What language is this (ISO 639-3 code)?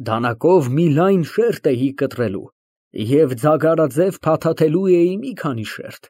hye